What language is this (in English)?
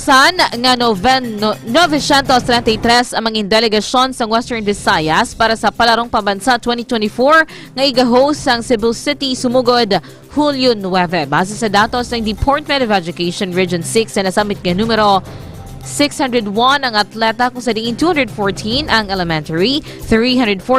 Hiligaynon